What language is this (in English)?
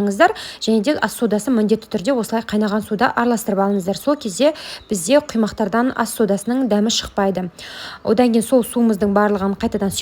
Kazakh